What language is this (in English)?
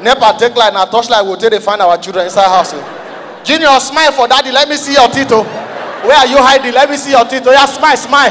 Nigerian Pidgin